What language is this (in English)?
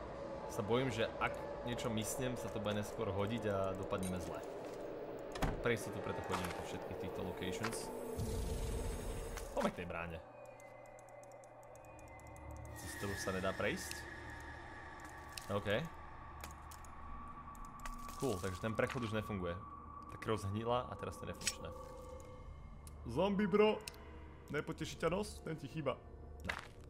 Slovak